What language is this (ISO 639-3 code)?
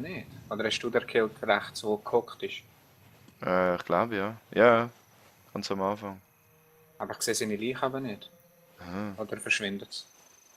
gsw